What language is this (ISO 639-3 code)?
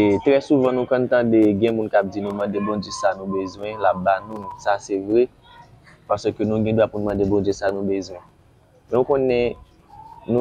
hat